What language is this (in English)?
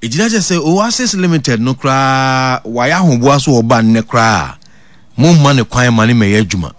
Akan